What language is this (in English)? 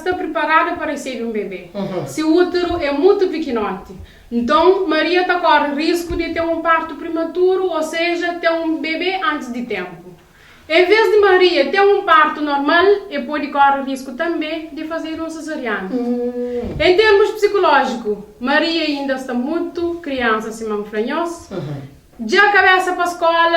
Kabuverdianu